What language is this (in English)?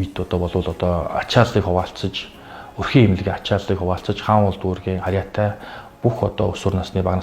Mongolian